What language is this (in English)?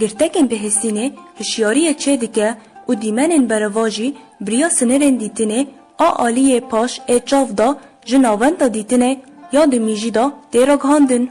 Kurdish